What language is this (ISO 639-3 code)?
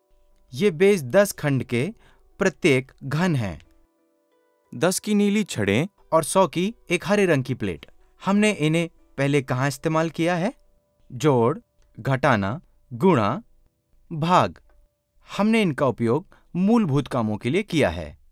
hin